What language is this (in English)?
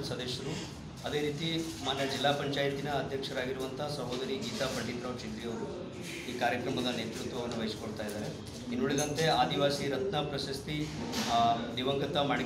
Kannada